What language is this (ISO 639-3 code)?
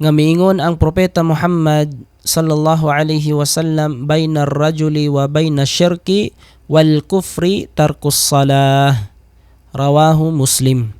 ceb